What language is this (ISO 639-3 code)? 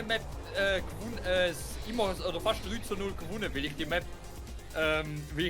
gsw